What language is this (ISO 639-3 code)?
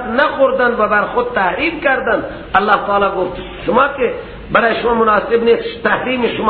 fas